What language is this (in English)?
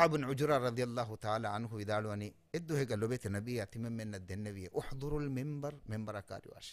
Divehi